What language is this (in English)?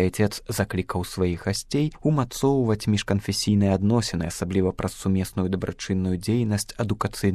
Belarusian